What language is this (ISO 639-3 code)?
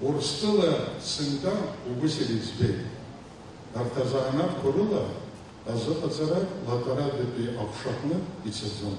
abk